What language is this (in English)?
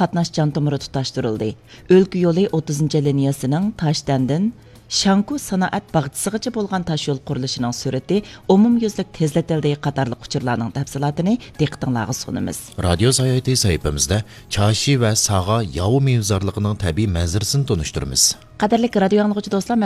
Uyghur